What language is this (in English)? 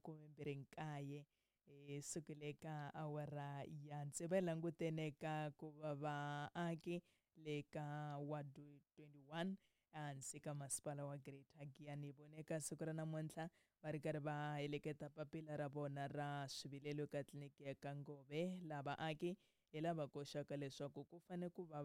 Tsonga